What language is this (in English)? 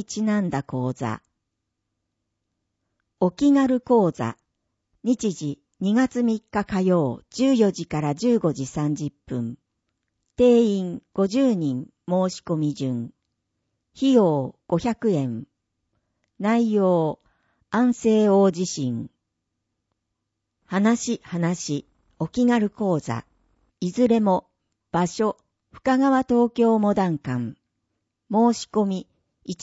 Japanese